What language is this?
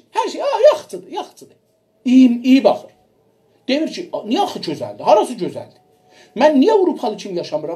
South Azerbaijani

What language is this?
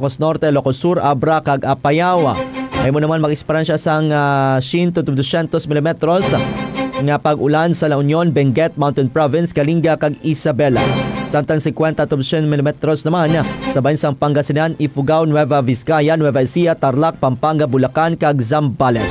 Hiligaynon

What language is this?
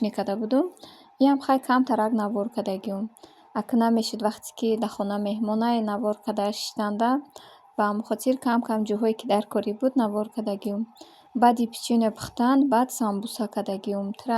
Tajik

